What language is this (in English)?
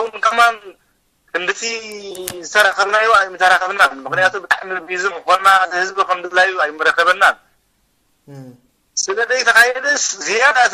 Tigrinya